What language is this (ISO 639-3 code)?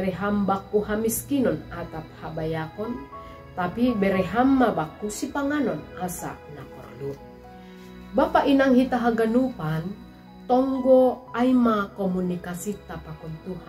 bts